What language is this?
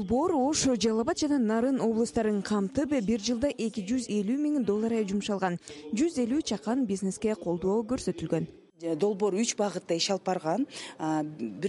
Kyrgyz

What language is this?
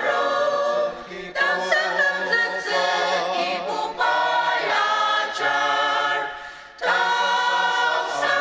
Ao Naga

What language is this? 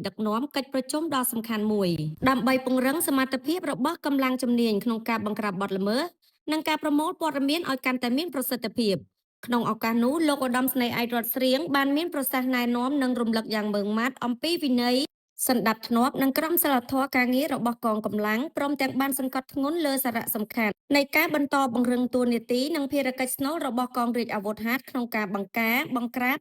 Khmer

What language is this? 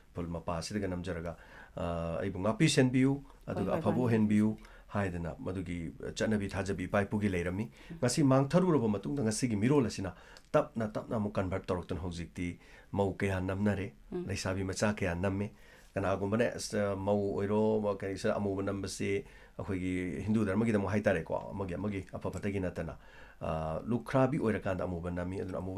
Manipuri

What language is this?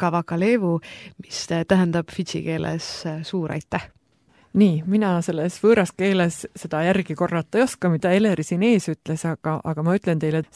Estonian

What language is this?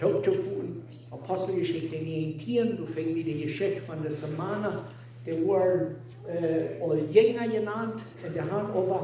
Plautdietsch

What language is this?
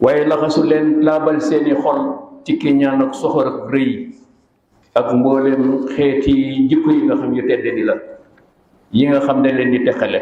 Wolof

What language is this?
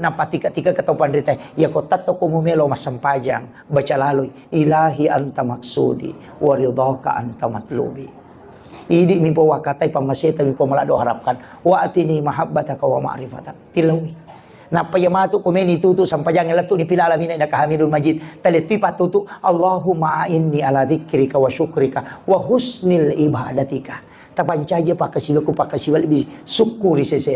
Buginese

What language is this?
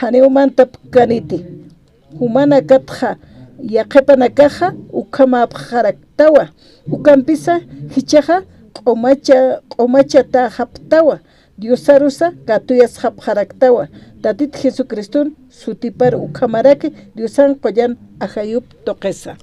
Aymara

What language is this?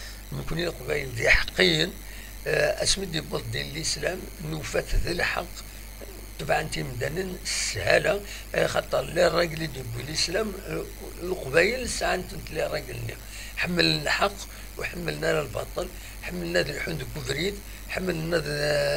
Kabyle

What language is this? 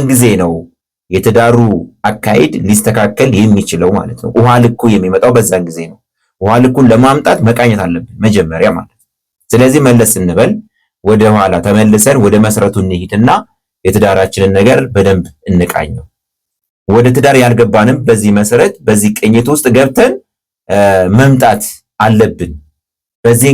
Amharic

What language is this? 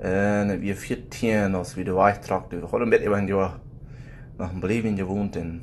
Plautdietsch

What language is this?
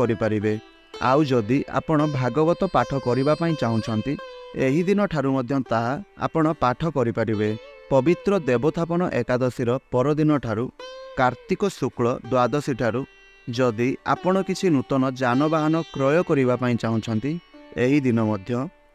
Odia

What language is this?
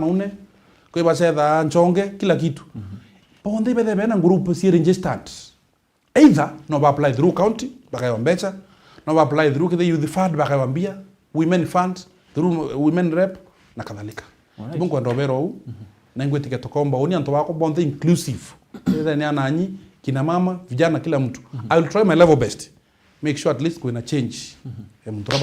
Meru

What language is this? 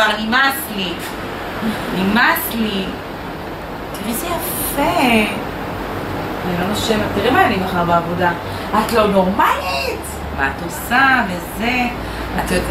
Hebrew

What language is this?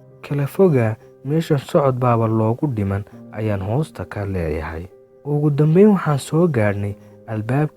Somali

